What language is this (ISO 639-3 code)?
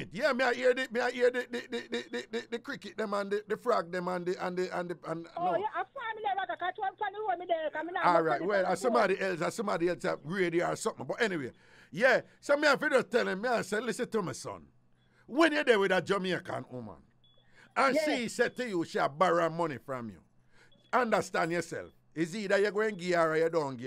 jam